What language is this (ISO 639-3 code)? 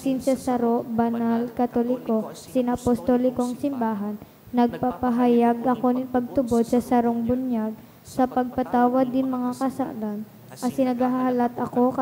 bik